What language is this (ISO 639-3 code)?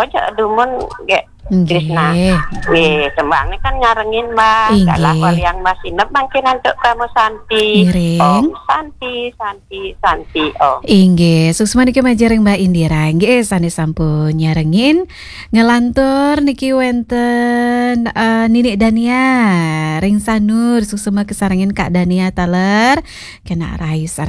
ban